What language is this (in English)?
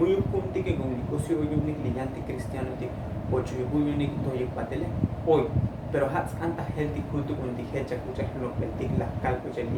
Tzotzil